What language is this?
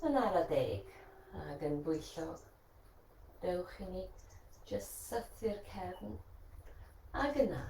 Welsh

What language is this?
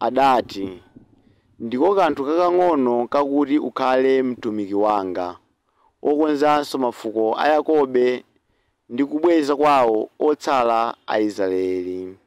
Nyanja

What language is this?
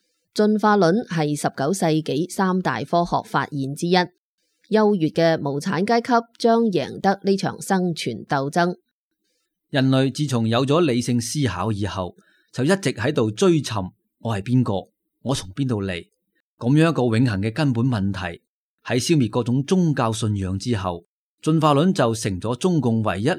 Cantonese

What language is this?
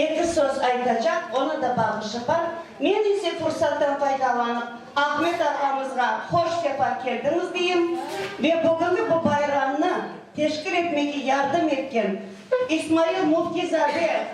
Crimean Tatar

